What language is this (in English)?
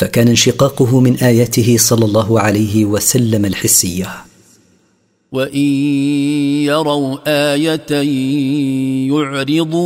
Arabic